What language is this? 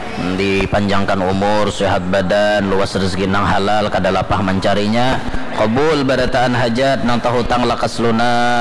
Banjar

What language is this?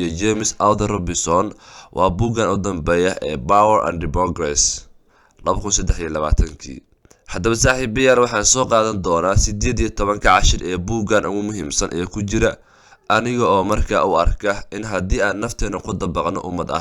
Somali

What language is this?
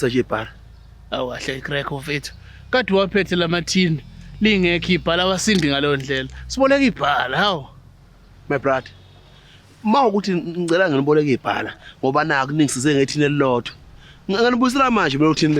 Zulu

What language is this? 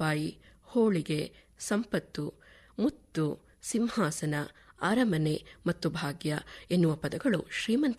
Kannada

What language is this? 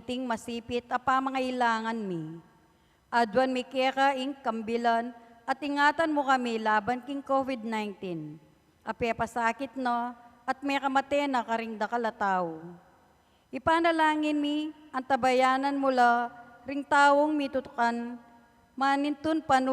Pampanga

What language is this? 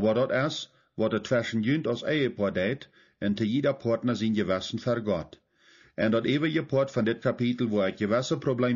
Plautdietsch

